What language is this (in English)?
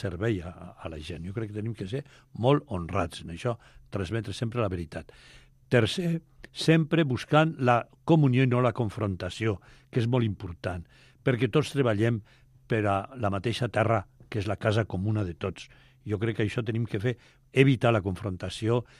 Catalan